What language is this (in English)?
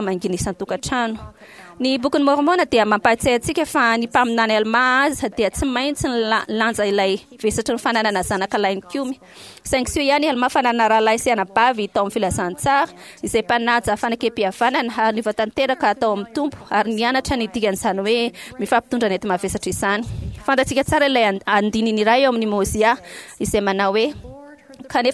Malagasy